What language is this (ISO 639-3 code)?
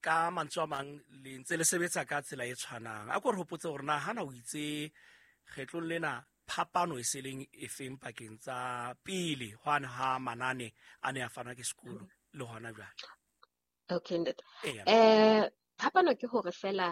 sot